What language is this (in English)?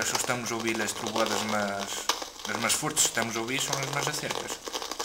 Mirandese